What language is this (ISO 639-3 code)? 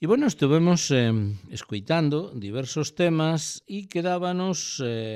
glg